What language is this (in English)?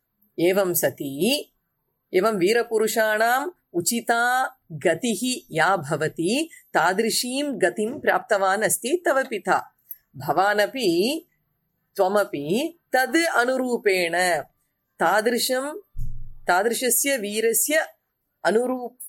Sanskrit